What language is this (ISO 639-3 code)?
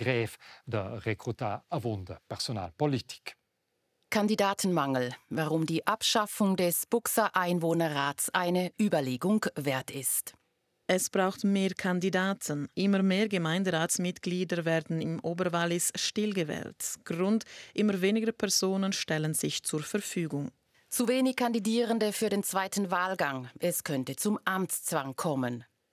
roh